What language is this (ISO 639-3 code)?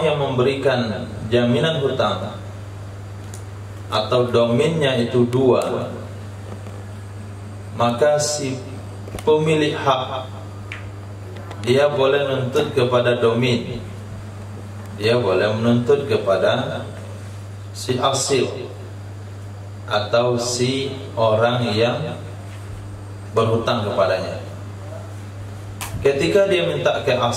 ind